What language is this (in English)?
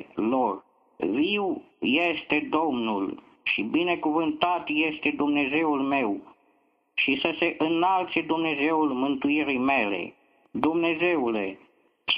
Romanian